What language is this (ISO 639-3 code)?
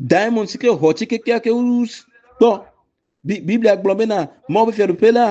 ewe